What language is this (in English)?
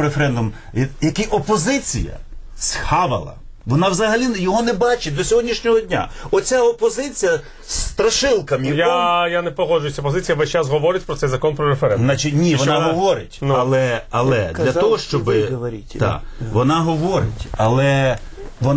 Ukrainian